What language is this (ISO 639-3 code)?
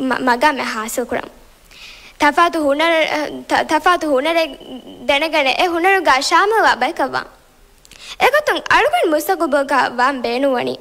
div